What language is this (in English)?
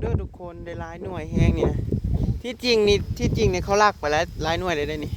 Northeastern Thai